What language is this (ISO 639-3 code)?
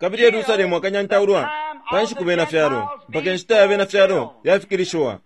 bem